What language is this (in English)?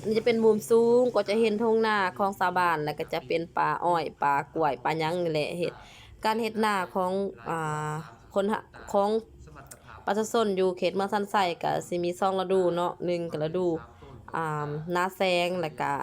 Lao